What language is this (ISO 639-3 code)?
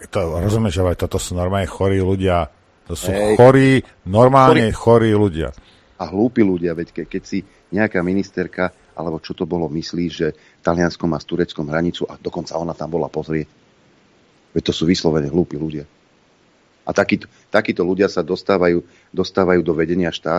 slk